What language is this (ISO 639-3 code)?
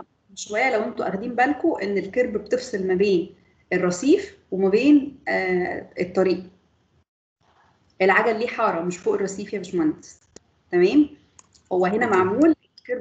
arz